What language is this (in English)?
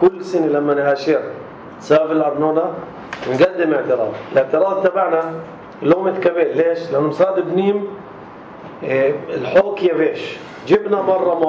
North Levantine Arabic